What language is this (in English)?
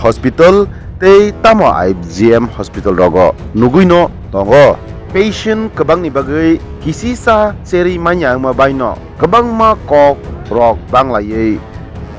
Kok Borok